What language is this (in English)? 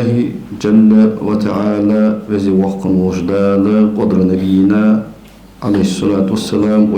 Ingush